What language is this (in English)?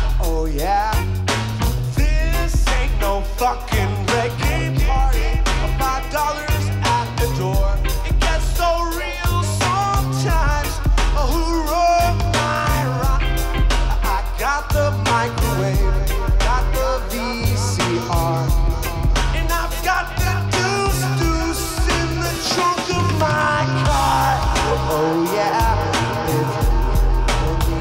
English